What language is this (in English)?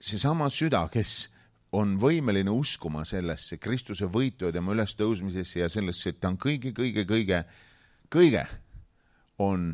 Estonian